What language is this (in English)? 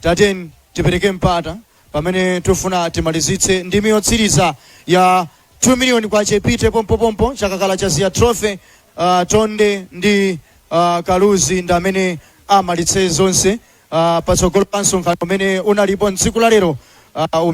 Nyanja